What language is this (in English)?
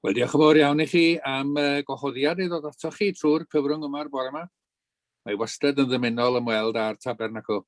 Welsh